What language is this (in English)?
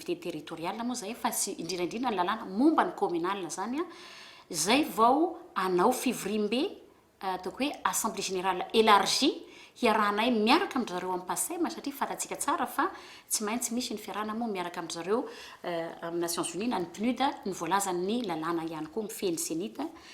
Malagasy